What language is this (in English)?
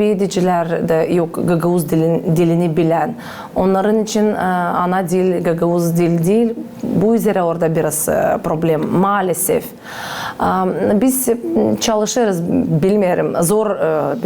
Gagauz